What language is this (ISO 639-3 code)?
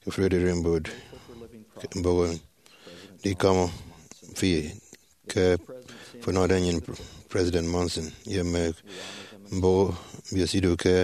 efi